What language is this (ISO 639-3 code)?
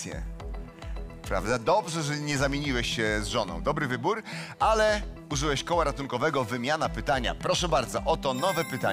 pol